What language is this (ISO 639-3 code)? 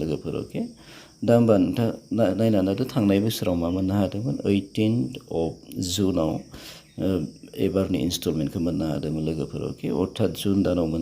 brx